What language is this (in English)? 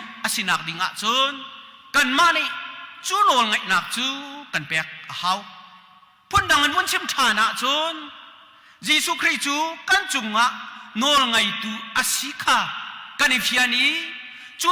Hakha Chin